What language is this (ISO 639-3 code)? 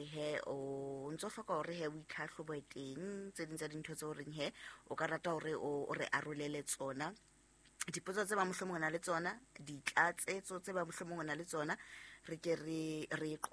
sot